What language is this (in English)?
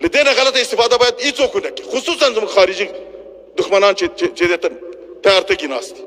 Pashto